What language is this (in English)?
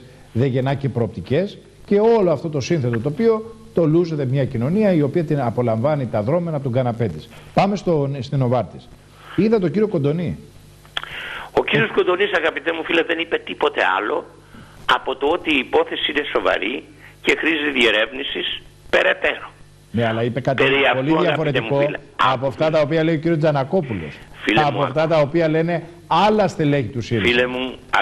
Greek